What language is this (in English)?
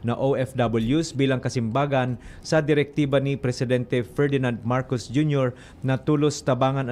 Bikol